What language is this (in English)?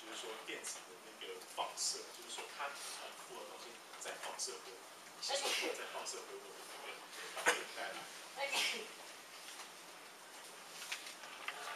Chinese